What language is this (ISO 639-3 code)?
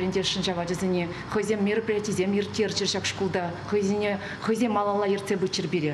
chv